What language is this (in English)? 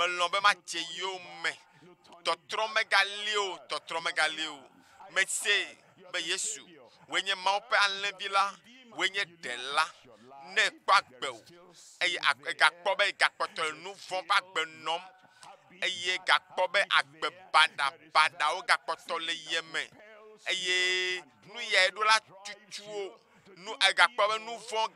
Ewe